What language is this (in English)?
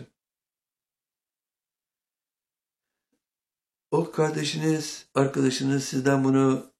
Turkish